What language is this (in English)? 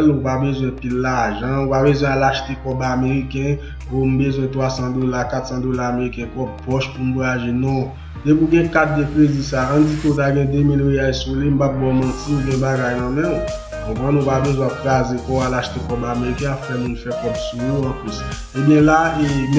Haitian Creole